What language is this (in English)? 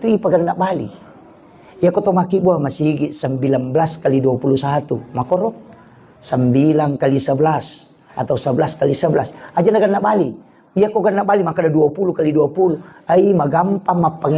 Buginese